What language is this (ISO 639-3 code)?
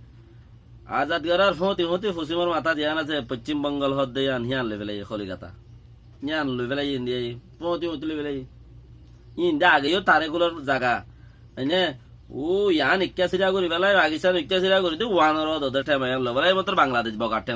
rhg